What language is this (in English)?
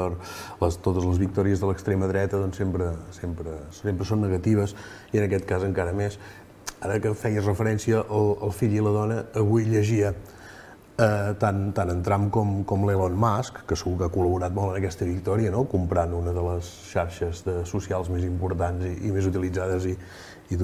Catalan